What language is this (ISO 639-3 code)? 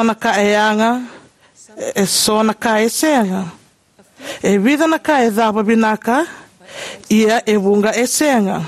fij